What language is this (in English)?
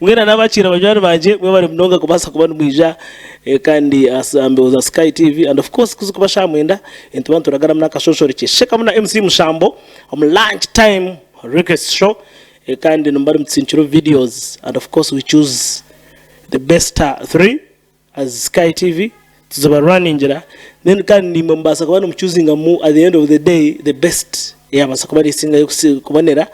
Nyankole